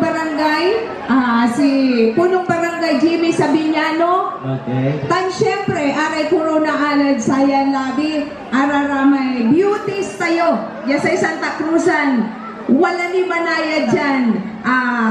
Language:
Pangasinan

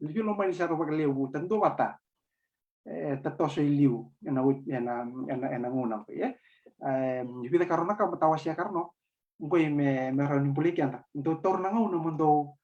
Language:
Fijian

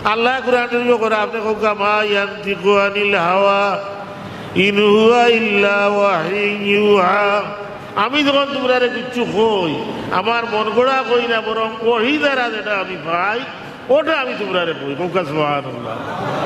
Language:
Sylheti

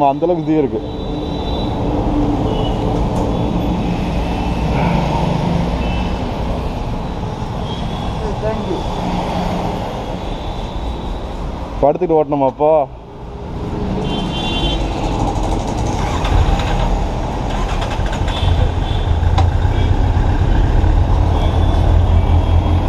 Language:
Tamil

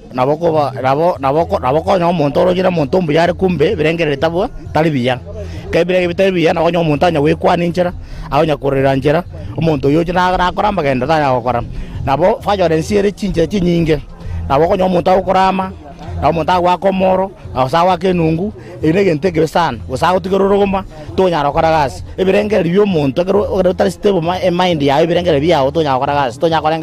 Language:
Gusii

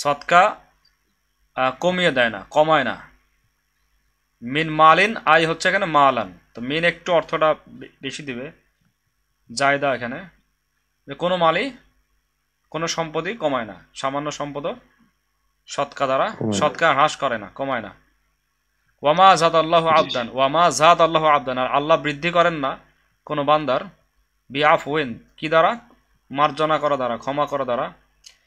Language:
Bangla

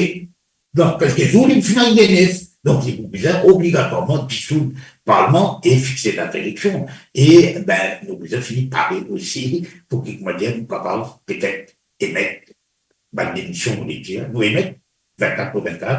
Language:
Morisyen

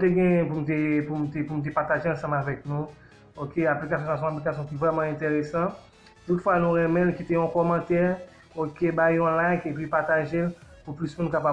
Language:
Haitian Creole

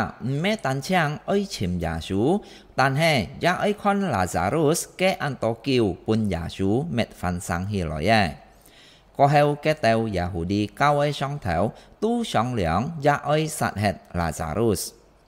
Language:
Hakka Chinese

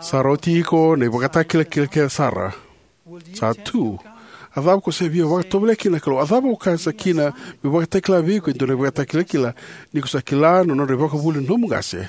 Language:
Fijian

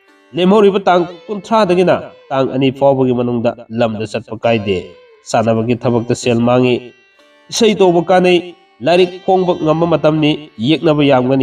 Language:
Manipuri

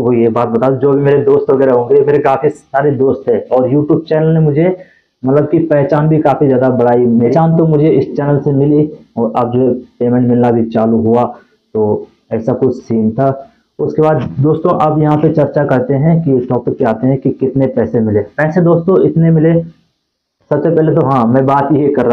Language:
Hindi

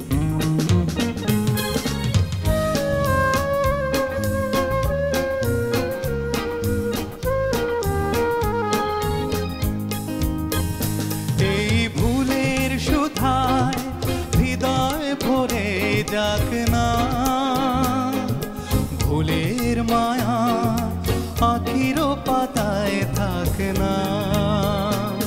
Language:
Bangla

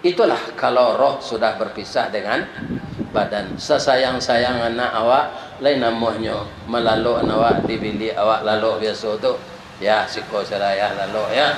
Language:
Minangkabau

